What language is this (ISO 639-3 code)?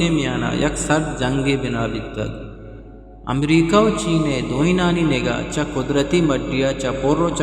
bgp